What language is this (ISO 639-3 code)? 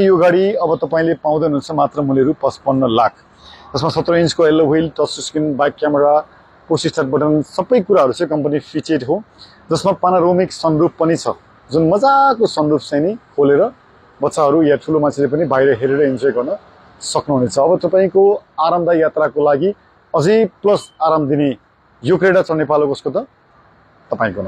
nep